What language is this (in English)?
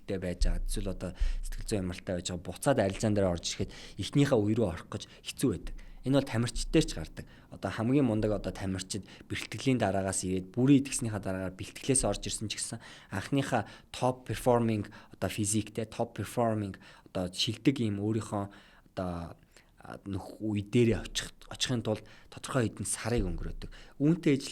Mongolian